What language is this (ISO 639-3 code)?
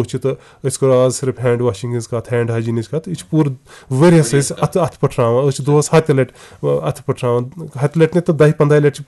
kas